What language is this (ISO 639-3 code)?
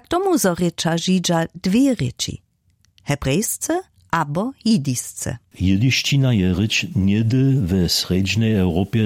hsb